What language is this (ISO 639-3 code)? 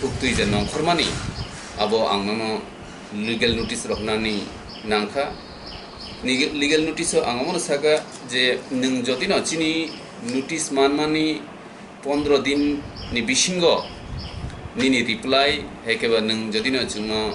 trp